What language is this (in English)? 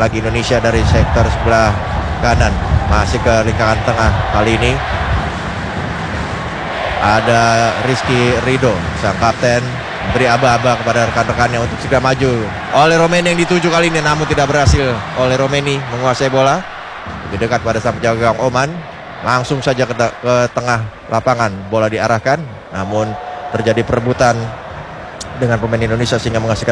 Indonesian